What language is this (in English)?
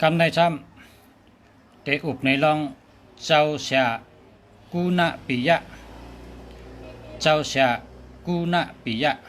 Shan